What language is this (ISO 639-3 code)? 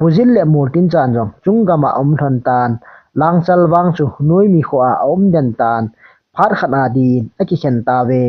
tcz